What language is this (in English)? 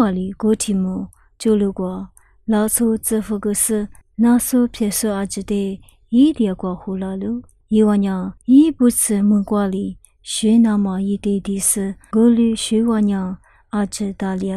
Lisu